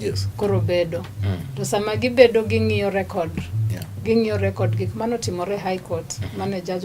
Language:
Luo (Kenya and Tanzania)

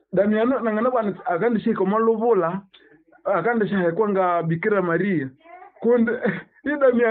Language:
Nande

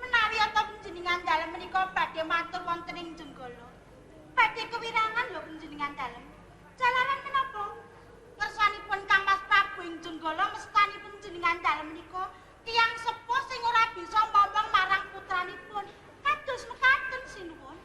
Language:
Javanese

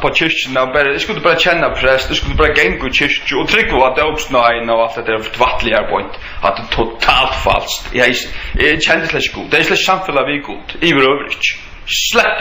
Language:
Faroese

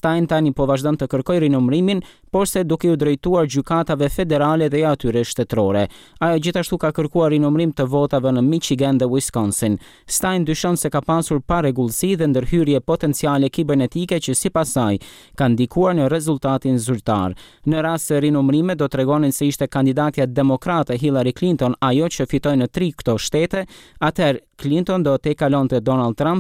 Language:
Albanian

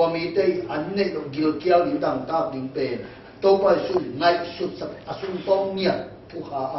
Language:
Tedim Chin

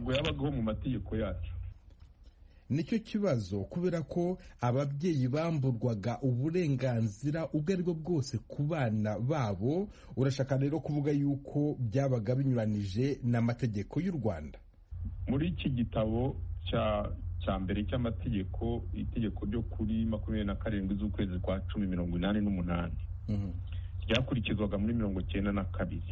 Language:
Kinyarwanda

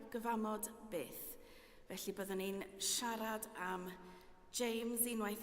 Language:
Welsh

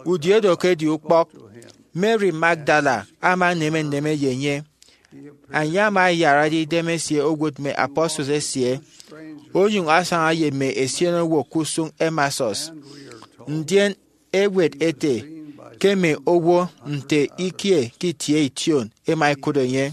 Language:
Efik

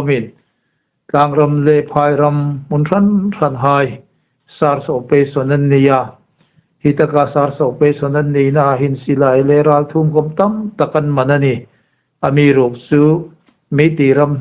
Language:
Hmar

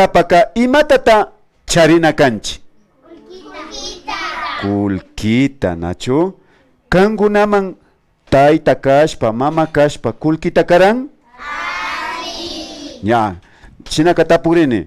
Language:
Imbabura Highland Quichua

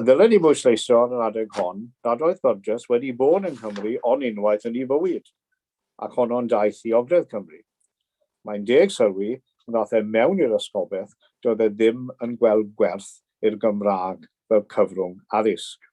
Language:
Welsh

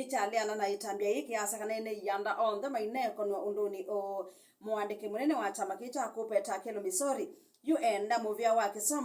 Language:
Kamba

